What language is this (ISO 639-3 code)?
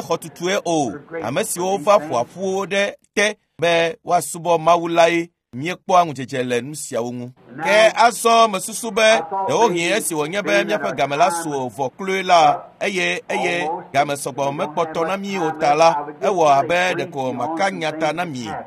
ewe